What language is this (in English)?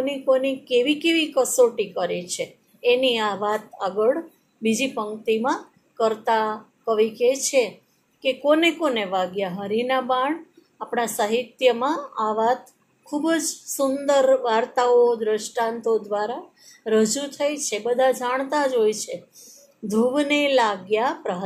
Gujarati